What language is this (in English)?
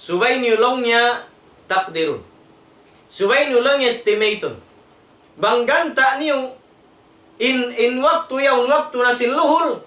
Tausug